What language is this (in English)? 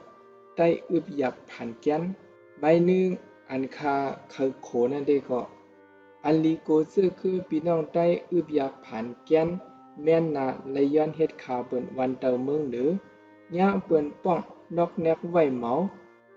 Shan